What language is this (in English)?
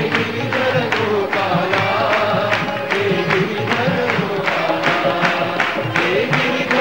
Odia